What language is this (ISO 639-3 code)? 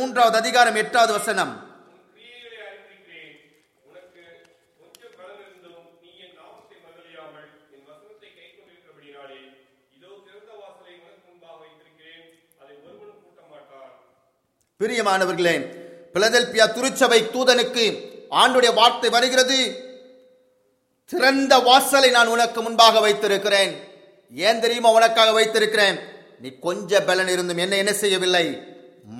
tam